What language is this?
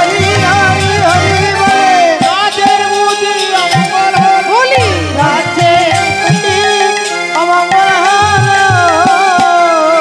Bangla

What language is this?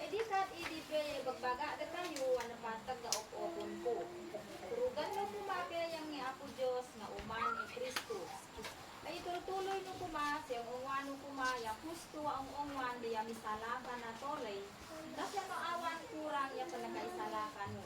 Isnag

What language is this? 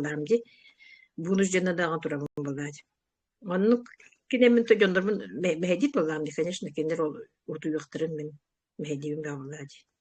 Yakut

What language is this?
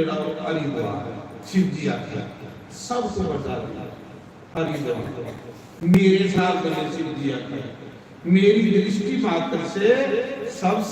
Dogri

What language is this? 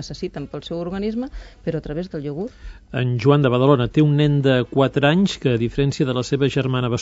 Catalan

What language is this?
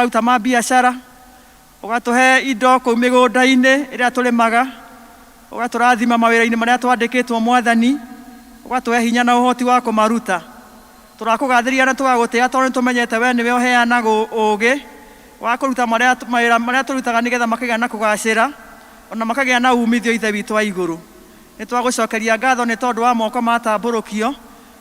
Kikuyu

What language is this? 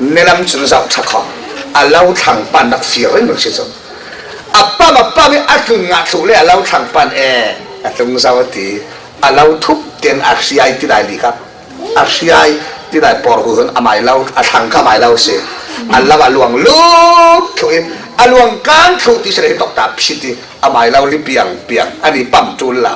Falam Chin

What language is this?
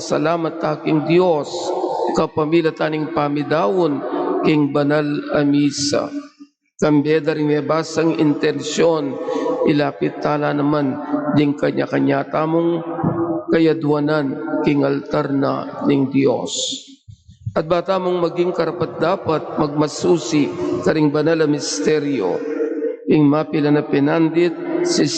Pampanga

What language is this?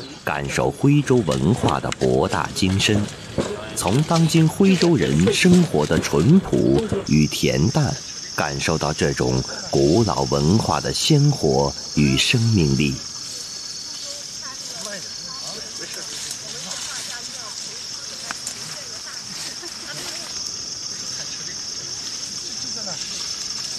Chinese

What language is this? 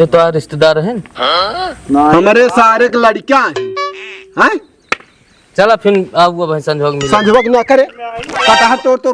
Awadhi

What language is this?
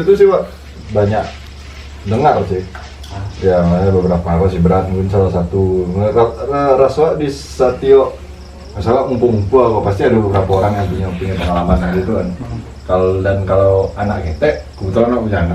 Minangkabau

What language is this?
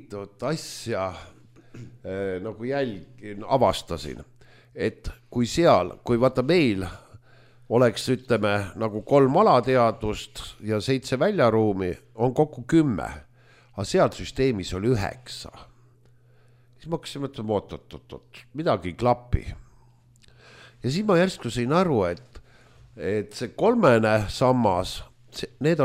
Estonian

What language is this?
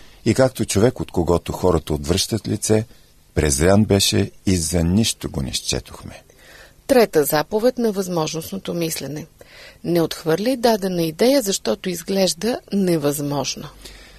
Bulgarian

